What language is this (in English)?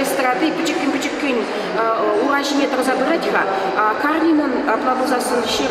Chuvash